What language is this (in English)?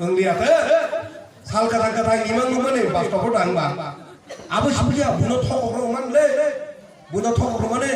Kok Borok